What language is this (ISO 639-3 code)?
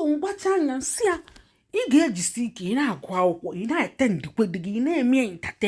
ibo